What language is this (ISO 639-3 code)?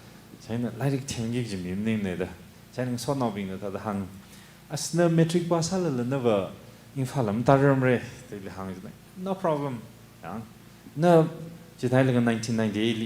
nmf